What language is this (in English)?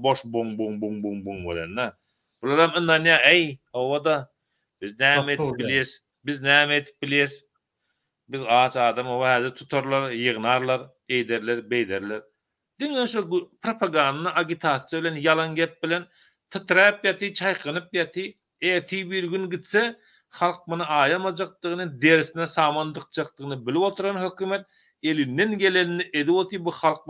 Turkmen